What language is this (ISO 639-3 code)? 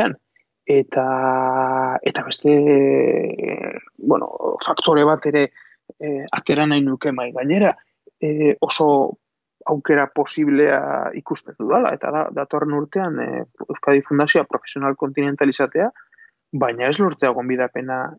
eus